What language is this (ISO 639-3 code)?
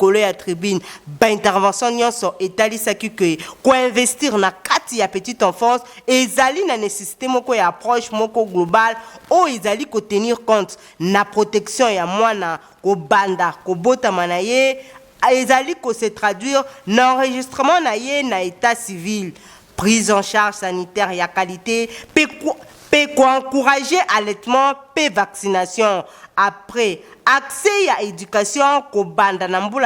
lin